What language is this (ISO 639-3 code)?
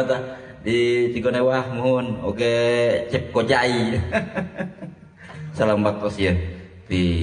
sun